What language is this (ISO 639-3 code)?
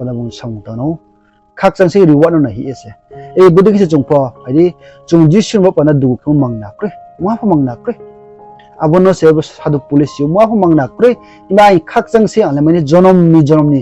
ria